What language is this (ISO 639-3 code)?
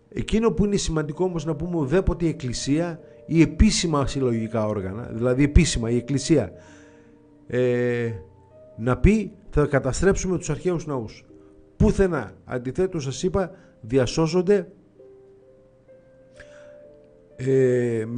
ell